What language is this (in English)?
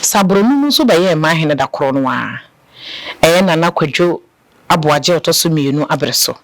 Akan